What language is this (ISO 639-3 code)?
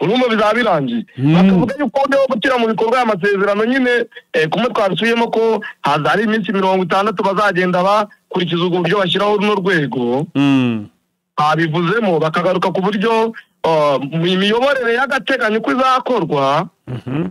kin